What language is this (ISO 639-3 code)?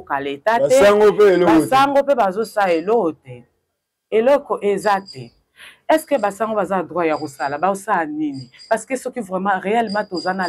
lin